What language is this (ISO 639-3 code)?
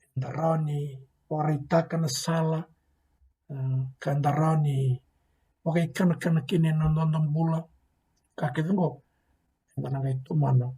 fij